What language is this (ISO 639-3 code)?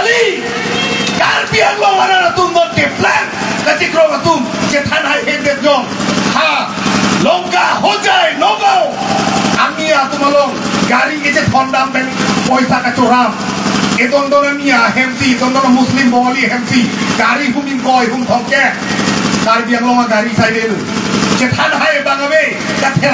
mjw